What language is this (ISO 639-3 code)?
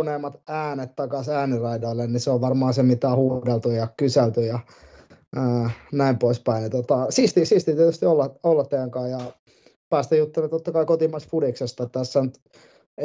fin